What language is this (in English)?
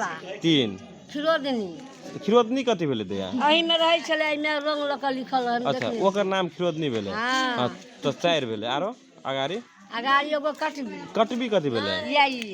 Magahi